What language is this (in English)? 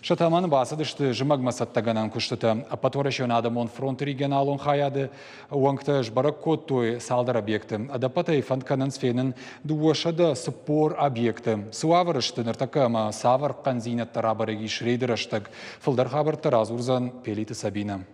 Ossetic